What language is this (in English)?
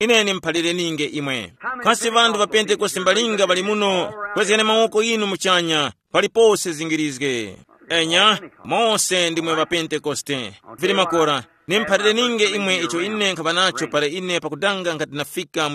Tumbuka